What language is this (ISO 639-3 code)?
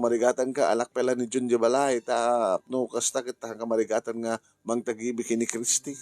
ilo